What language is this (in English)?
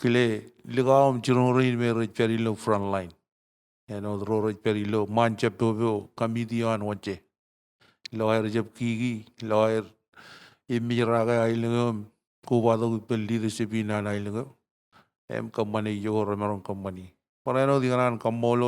Marshallese